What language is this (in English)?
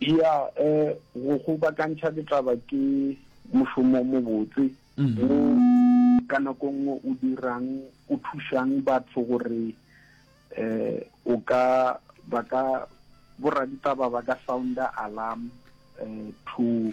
Northern Sotho